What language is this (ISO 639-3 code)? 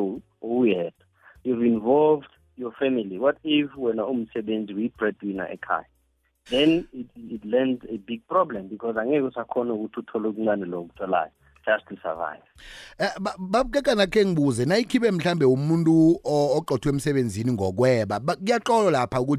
nbl